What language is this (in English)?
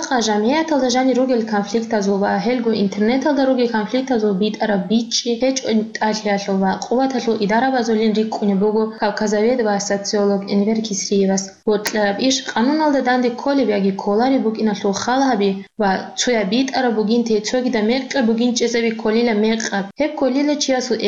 Avaric